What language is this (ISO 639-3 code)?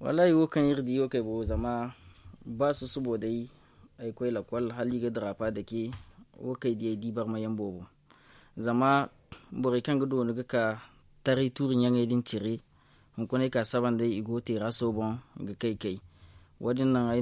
dje